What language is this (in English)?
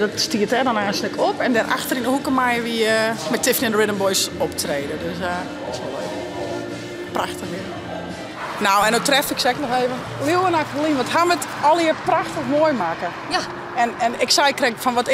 Western Frisian